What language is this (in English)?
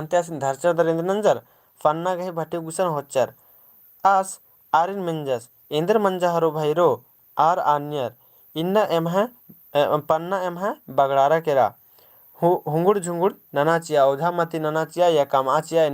Kurukh